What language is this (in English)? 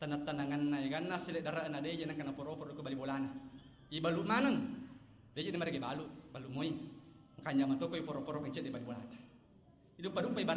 Buginese